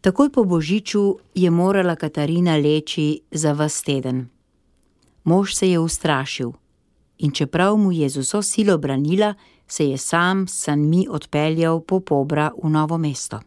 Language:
Slovenian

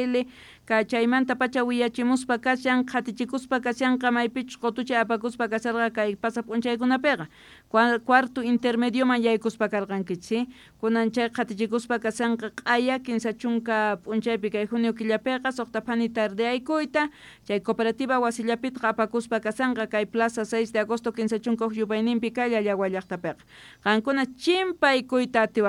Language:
Quechua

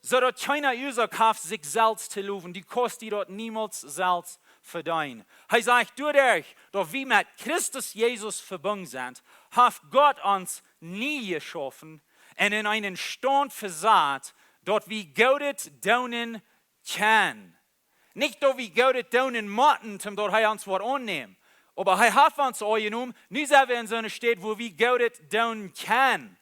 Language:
Plautdietsch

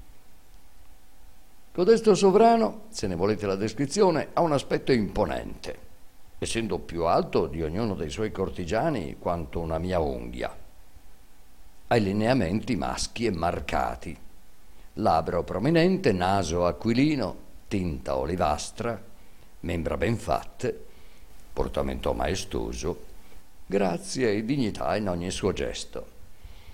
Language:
Italian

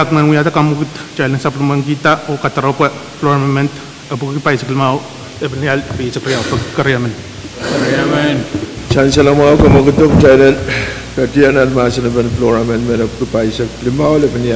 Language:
Pohnpeian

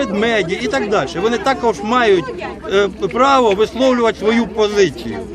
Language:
Ukrainian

